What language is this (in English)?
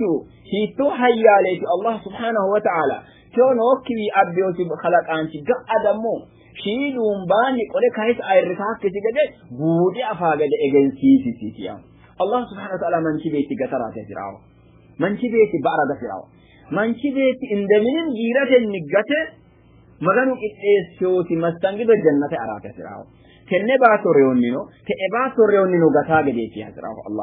Sidamo